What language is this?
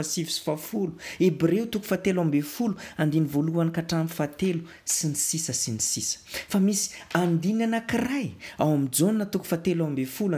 Malagasy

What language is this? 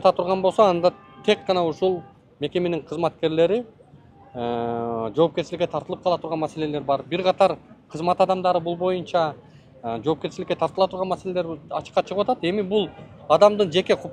Kyrgyz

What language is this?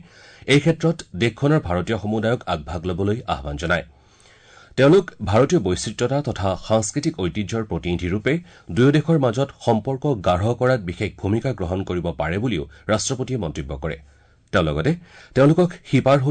Assamese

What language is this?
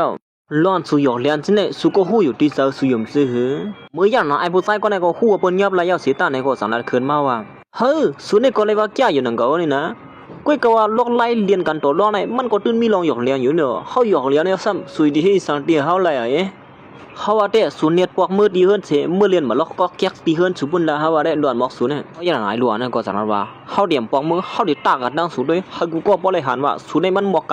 Shan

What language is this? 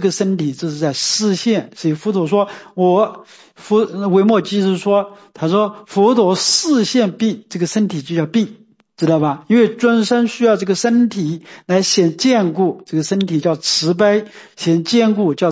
Chinese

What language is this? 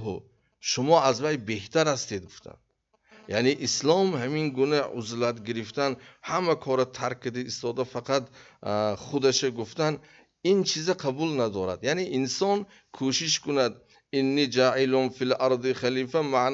Tajik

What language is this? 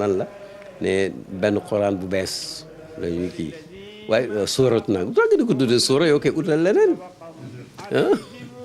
Wolof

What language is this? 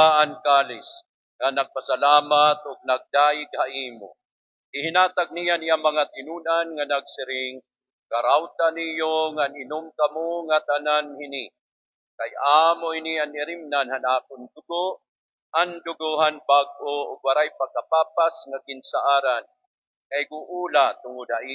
Waray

